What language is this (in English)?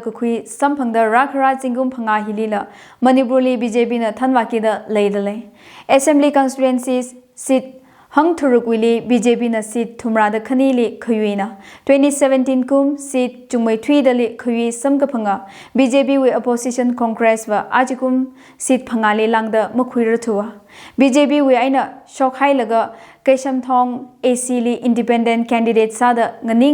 Tangkhul Naga (India)